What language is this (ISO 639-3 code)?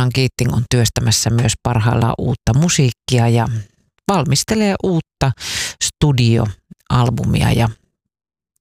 fin